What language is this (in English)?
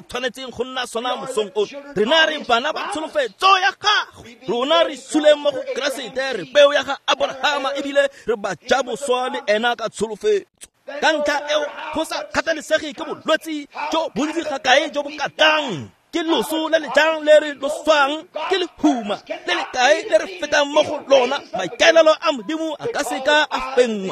Tswana